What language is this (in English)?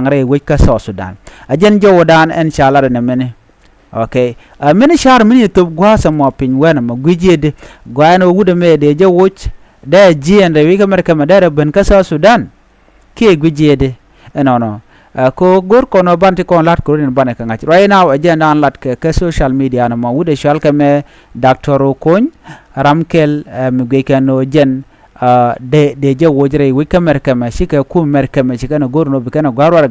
Nuer